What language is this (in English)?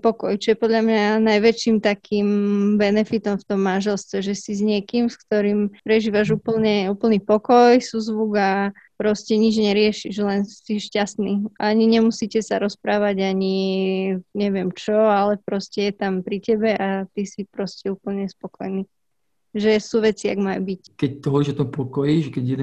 Slovak